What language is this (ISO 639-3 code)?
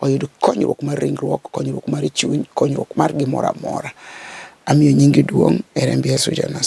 luo